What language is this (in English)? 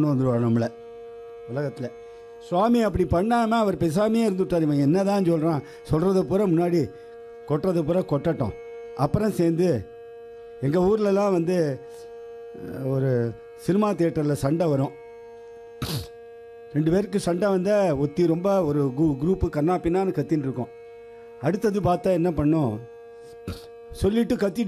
Tamil